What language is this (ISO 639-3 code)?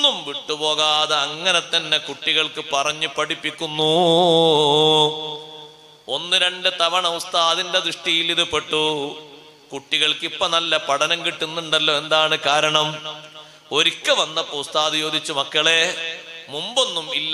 mal